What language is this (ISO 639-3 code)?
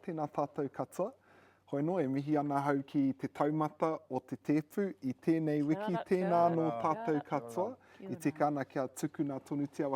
mri